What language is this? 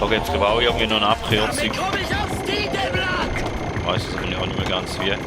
Swiss German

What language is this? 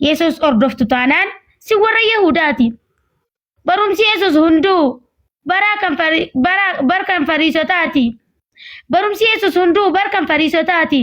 Oromo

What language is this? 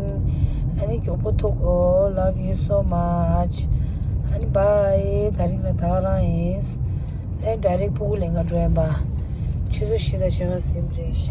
Tibetan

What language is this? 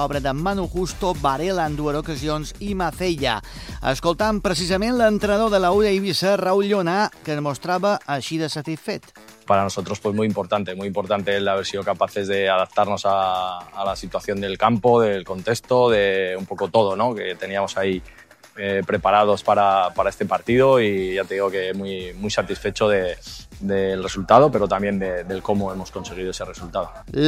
Catalan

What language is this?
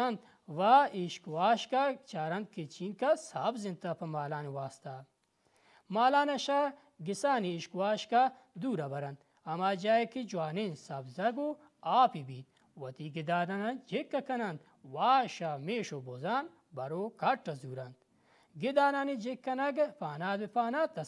Baluchi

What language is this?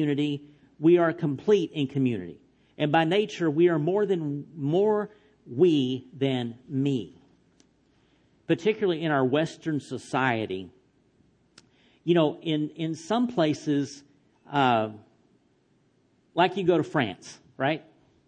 English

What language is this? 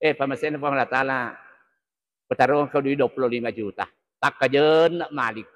Buginese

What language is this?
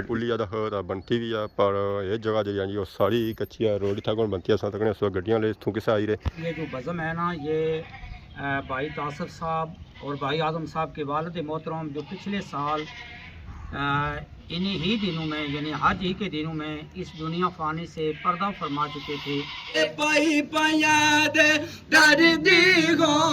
Pahari-Potwari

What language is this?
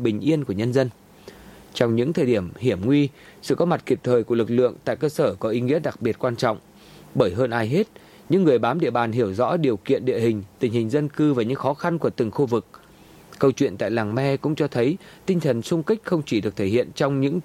Vietnamese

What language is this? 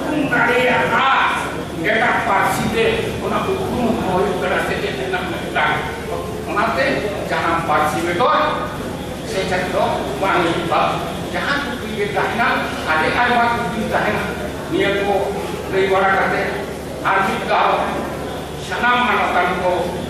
Santali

